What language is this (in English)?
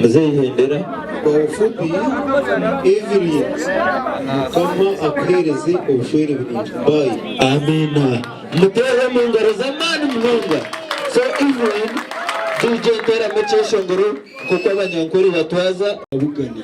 Nyankole